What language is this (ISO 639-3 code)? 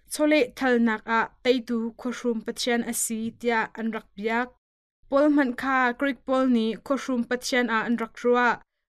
cnh